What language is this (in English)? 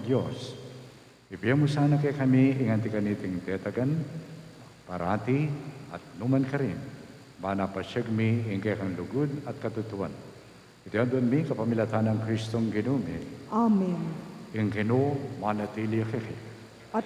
Pampanga